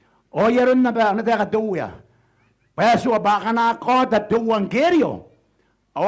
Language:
Gilbertese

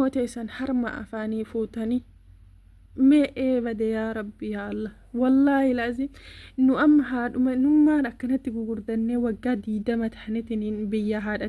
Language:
Oromo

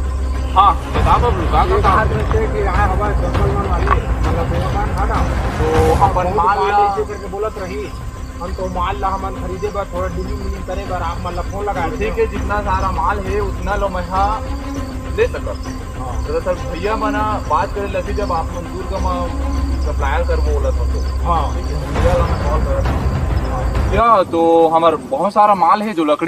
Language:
Chhattisgarhi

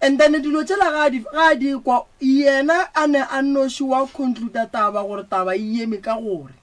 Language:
Northern Sotho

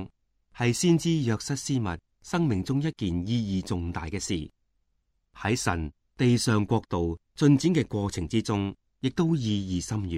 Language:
Cantonese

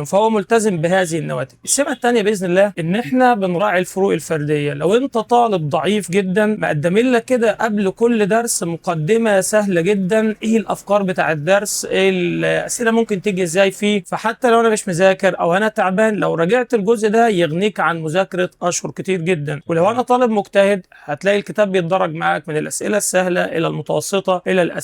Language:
Egyptian Arabic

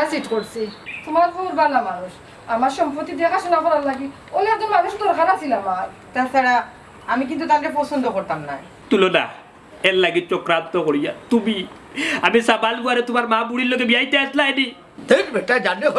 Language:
Sylheti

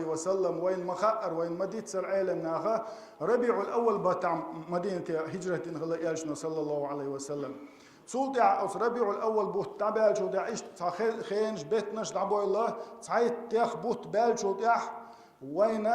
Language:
Chechen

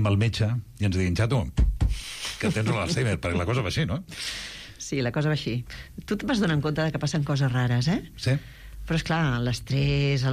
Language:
Catalan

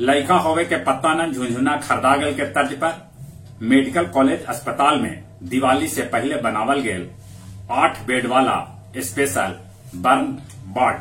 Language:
Magahi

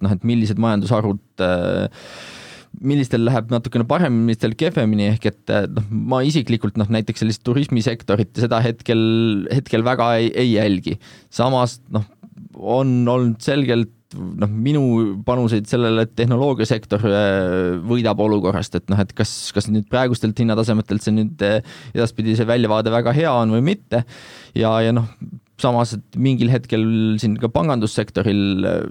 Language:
Estonian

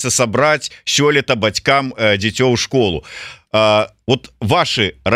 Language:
Belarusian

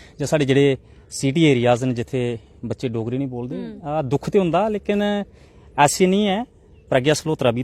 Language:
Dogri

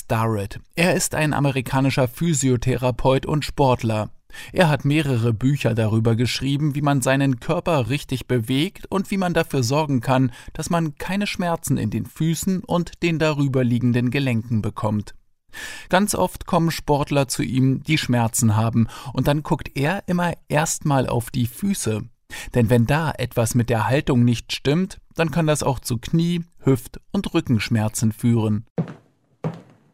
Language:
German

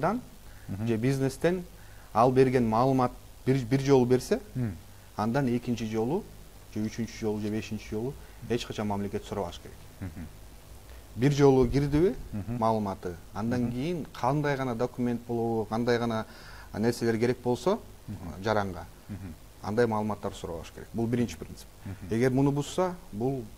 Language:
Kyrgyz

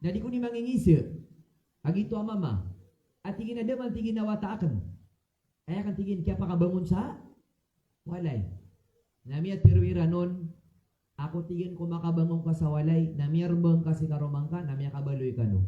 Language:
Maranao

